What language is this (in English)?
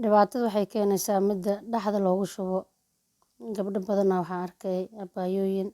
Somali